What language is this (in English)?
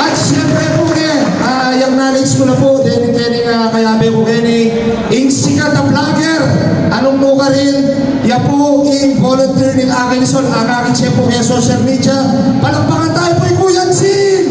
Pampanga